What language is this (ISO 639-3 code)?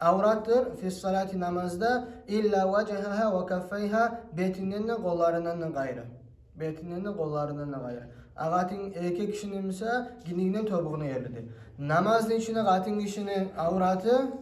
kum